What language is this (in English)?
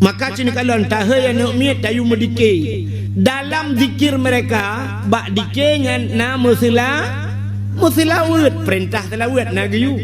Achinese